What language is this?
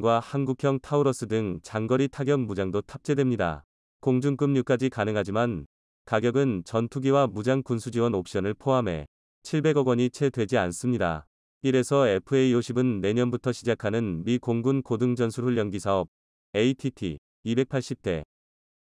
Korean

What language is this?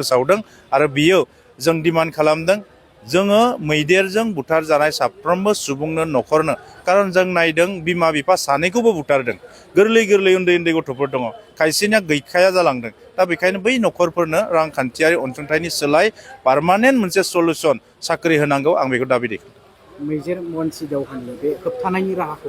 Bodo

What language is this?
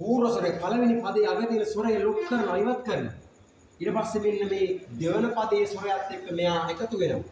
Sinhala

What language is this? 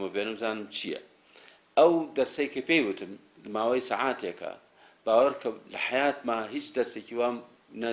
Central Kurdish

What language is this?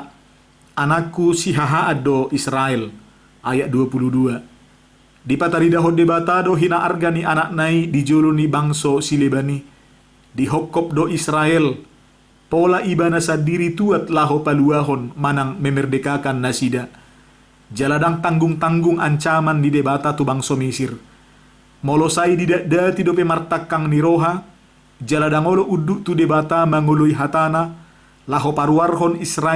Batak Toba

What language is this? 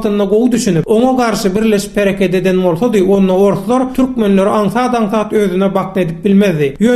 Turkmen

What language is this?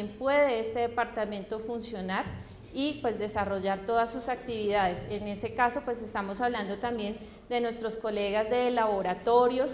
Spanish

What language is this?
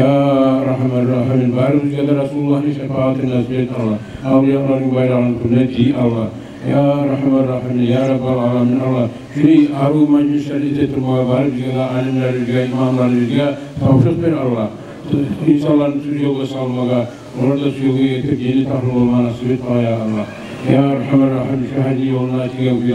Kumyk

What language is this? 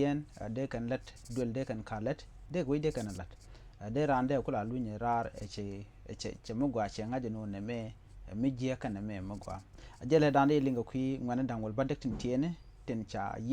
Nuer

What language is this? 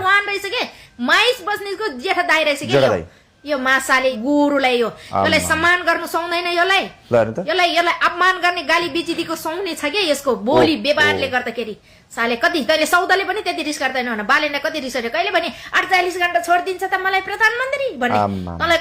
Nepali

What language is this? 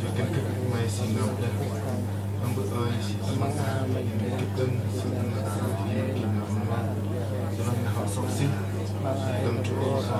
Central Mnong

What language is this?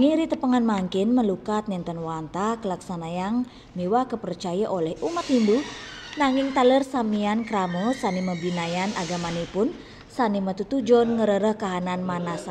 Balinese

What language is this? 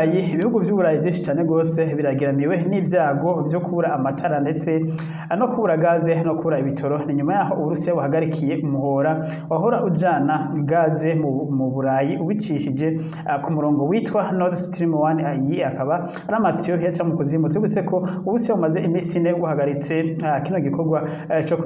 Rundi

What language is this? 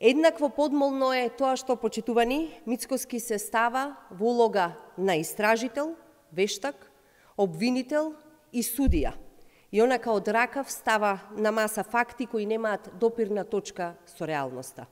Macedonian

